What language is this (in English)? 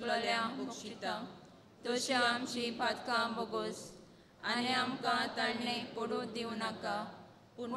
Konkani